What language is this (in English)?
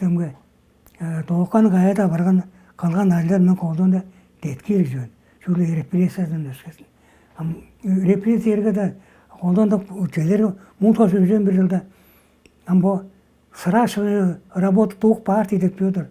Tuvinian